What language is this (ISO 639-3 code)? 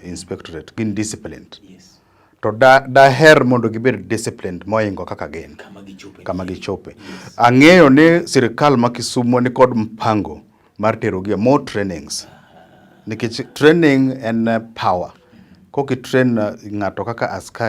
luo